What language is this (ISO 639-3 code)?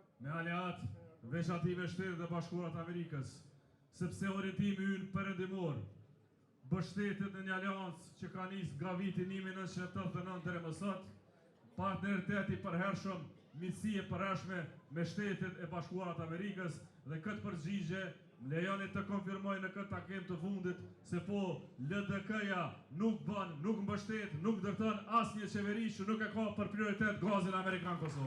sqi